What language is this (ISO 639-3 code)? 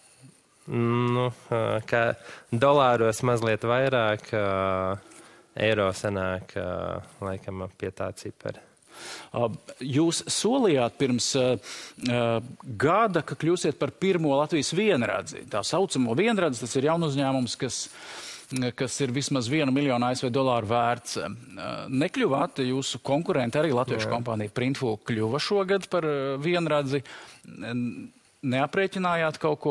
lav